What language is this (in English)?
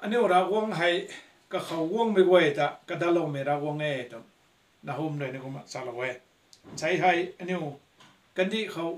Rongmei Naga